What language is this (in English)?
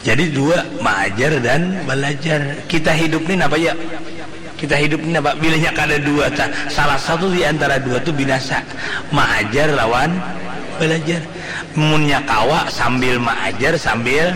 Banjar